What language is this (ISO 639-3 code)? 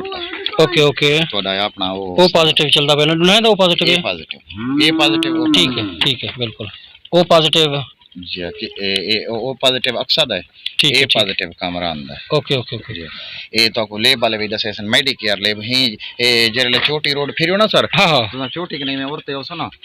skr